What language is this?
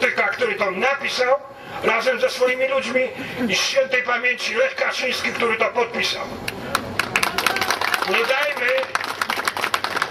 Polish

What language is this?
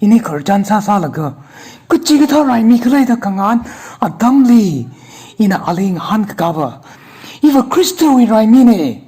Tangkhul Naga (India)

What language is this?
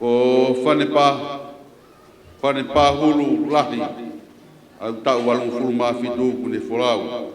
Tongan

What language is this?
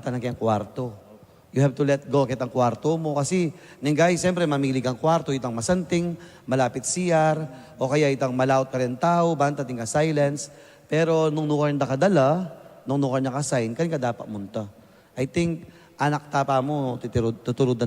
Pampanga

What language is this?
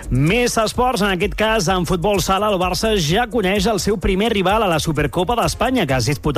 Catalan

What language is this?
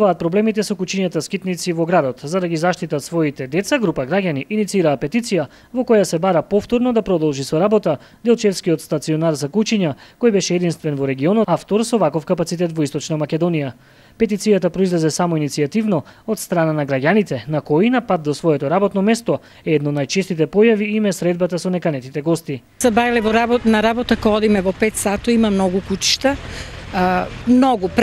Macedonian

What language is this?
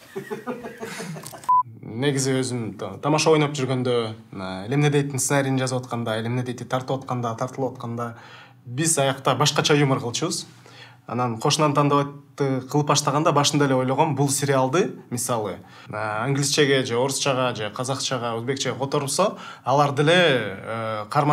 Kyrgyz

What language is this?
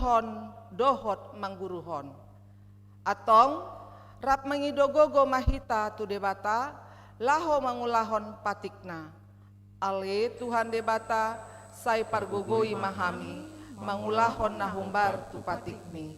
Batak Toba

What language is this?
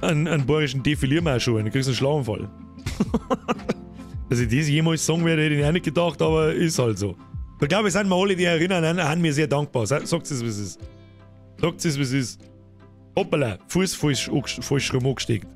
Bavarian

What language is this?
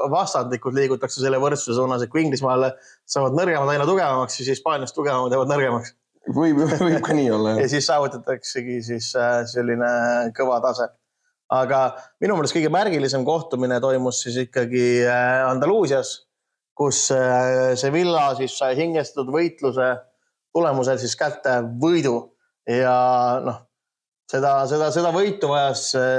Estonian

